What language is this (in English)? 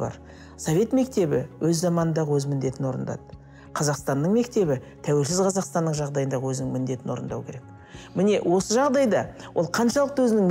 Kazakh